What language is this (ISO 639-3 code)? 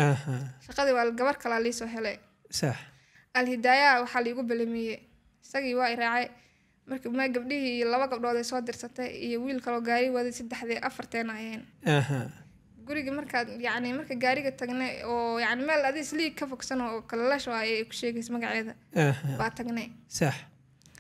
som